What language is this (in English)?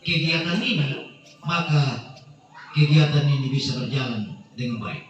Toraja-Sa'dan